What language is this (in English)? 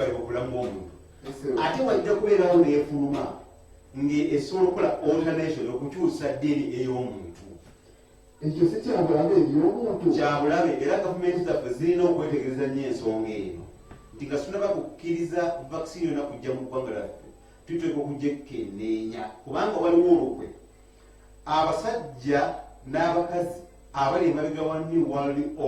Ganda